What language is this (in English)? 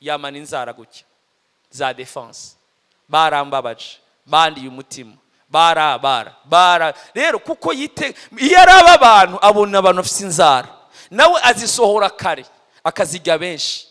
Rundi